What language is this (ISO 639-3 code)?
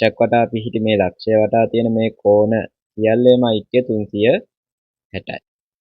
sin